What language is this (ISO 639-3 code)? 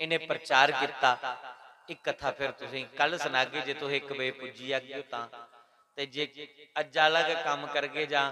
doi